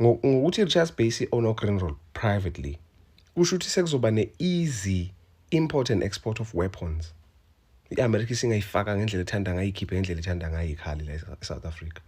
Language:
Zulu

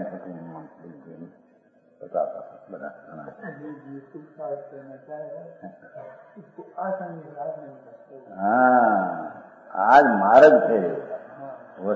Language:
Gujarati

